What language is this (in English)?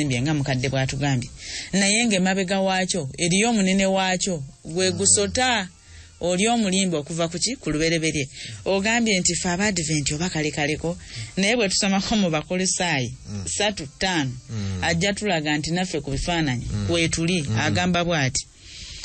Ganda